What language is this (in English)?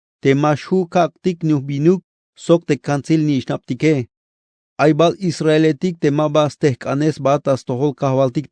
Tzeltal